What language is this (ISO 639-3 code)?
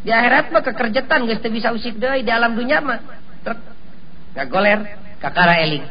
sun